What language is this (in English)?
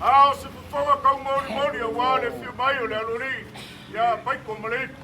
Samoan